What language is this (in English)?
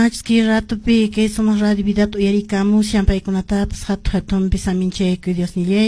Quechua